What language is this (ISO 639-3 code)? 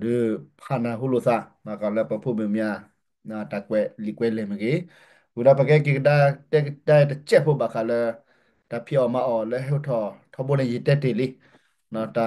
ksw